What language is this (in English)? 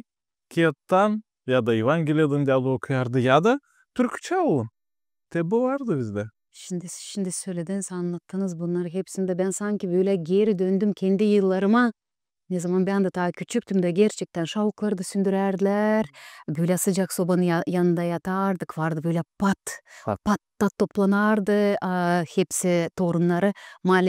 Gagauz